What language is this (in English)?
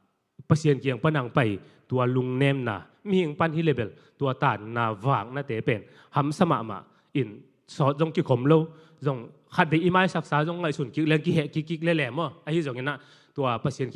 Tedim Chin